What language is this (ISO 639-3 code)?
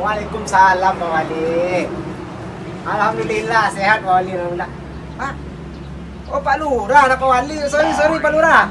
min